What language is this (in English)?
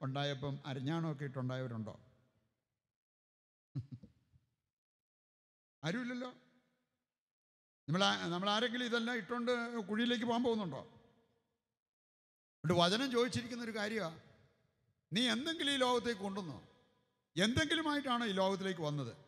Malayalam